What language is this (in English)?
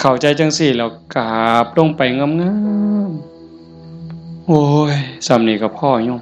Northeastern Thai